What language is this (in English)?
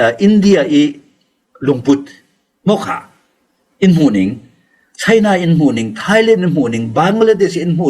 Falam Chin